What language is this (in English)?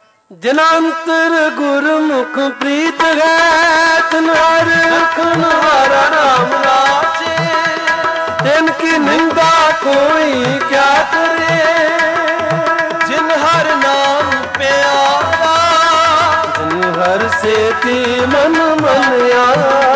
Punjabi